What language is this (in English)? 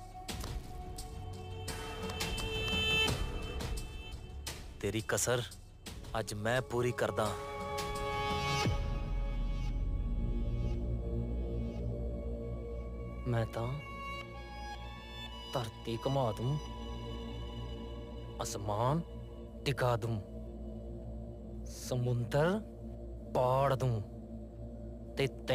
Punjabi